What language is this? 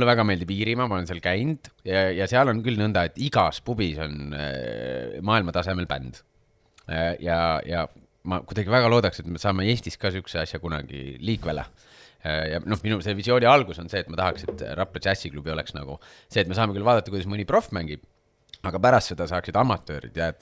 Estonian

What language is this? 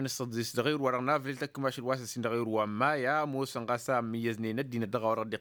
Tamasheq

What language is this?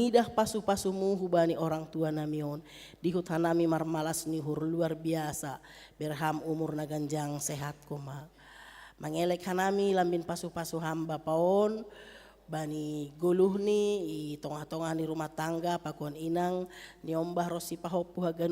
Batak Simalungun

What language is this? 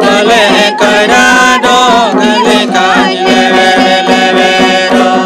Santali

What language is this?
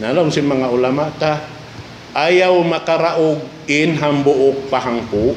Tausug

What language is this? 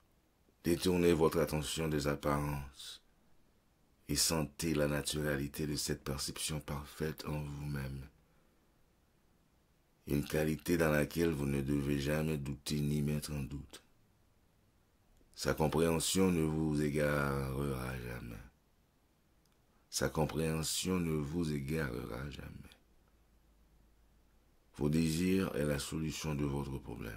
French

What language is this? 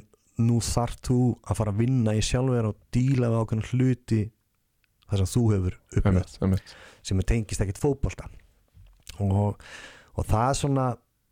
Icelandic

